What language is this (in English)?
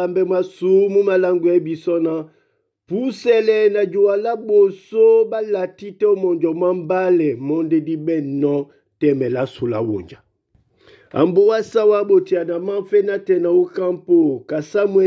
Duala